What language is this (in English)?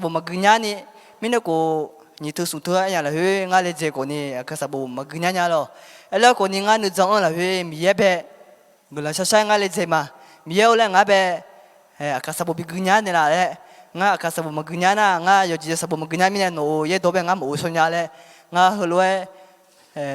Akha